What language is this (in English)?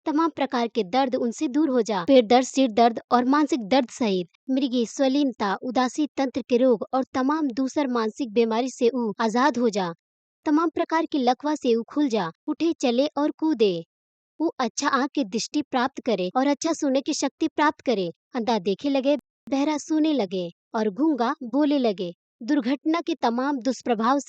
Bhojpuri